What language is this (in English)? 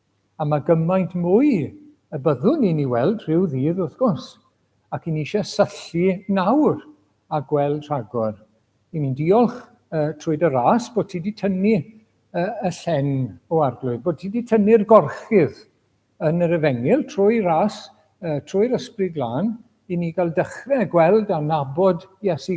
Welsh